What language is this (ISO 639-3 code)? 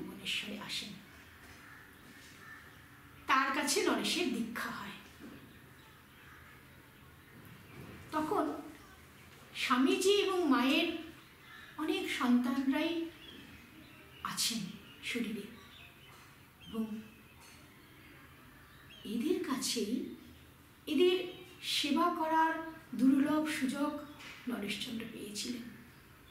ben